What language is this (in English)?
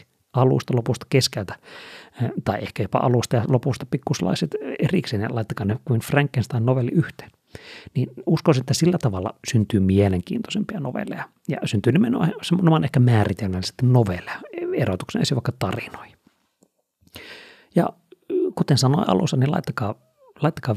Finnish